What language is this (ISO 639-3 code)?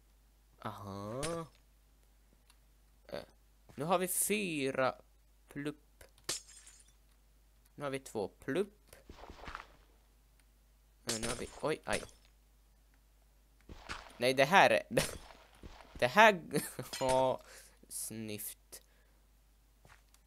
swe